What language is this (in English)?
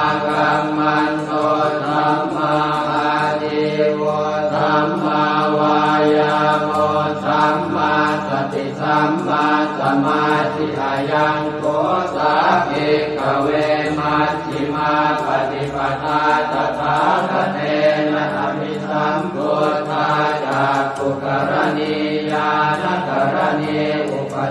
Pali